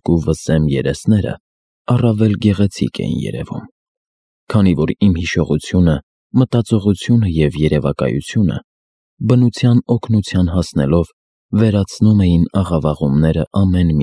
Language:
Armenian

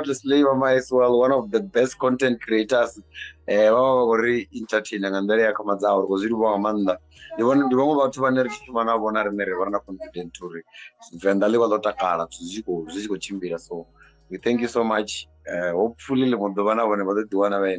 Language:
Venda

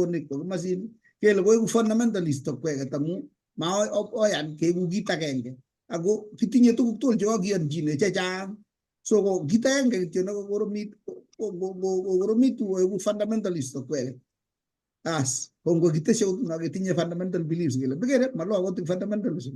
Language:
Kalenjin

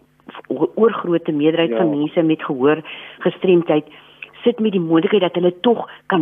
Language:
Afrikaans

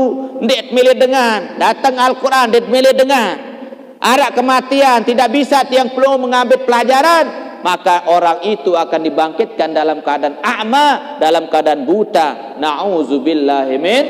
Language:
Sasak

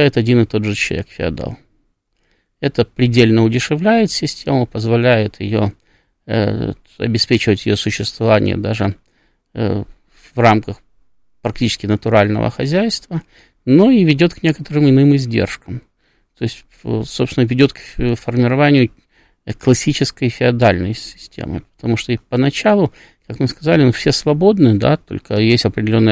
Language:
Russian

